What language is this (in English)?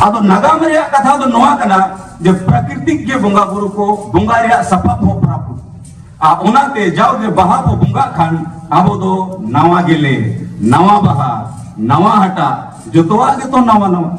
Santali